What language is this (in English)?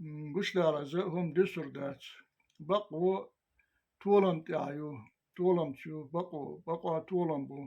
Chechen